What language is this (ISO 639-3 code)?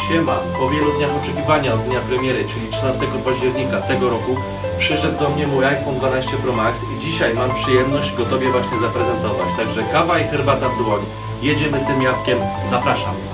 pol